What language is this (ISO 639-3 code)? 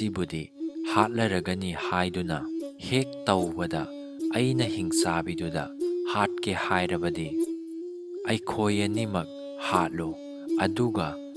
mni